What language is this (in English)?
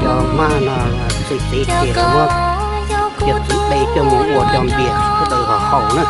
Hmong